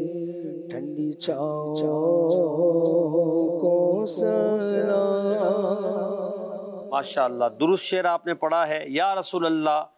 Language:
Urdu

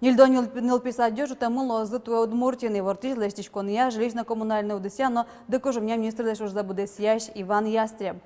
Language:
Udmurt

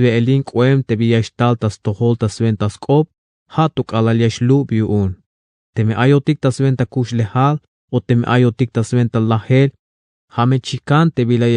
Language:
Tzeltal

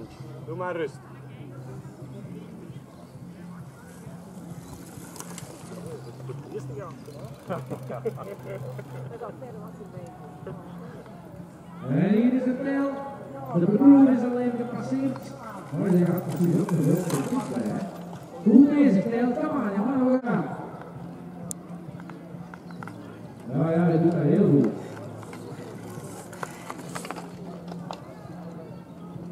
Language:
Dutch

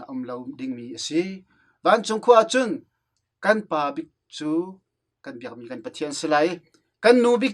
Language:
Hakha Chin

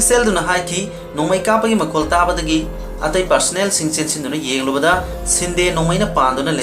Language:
Manipuri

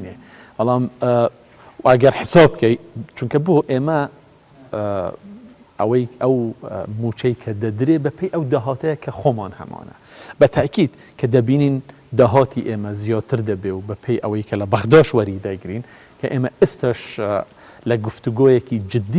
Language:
Central Kurdish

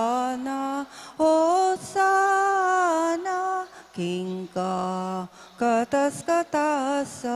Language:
Pampanga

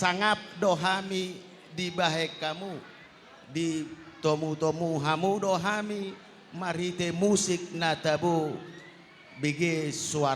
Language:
Batak Toba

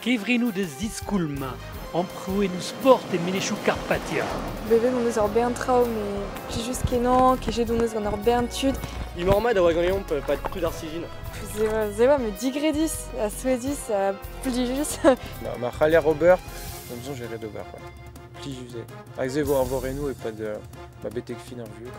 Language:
Breton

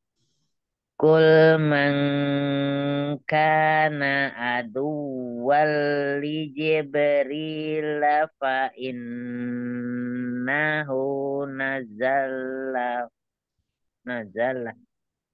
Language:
Indonesian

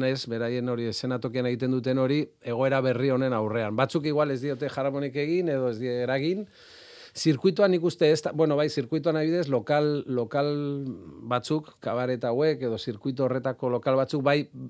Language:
Basque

